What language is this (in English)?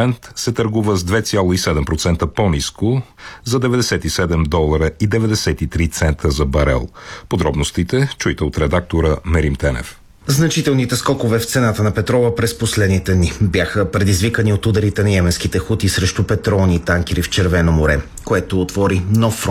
Bulgarian